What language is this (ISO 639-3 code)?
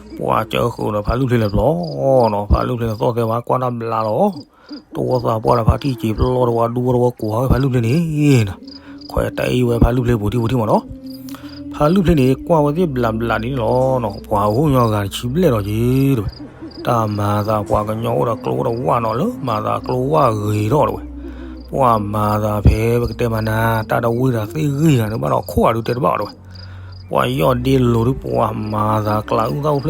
ksw